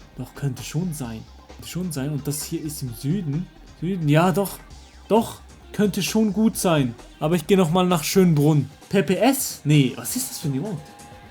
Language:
Swiss German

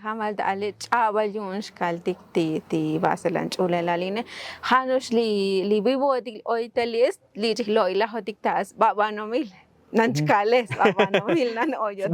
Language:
Tzotzil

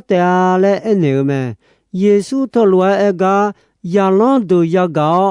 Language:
Akha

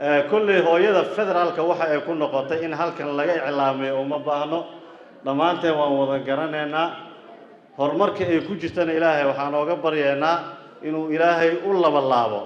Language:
Somali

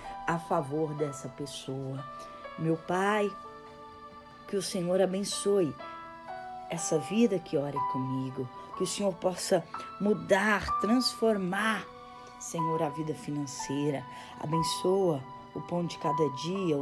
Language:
Portuguese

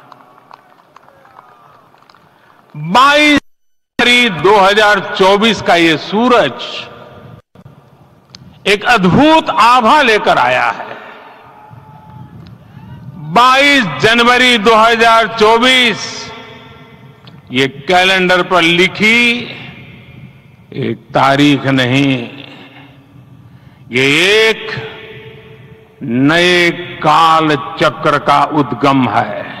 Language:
Hindi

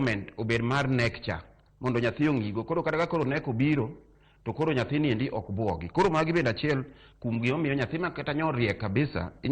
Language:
Luo (Kenya and Tanzania)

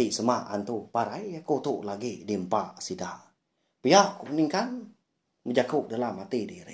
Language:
Iban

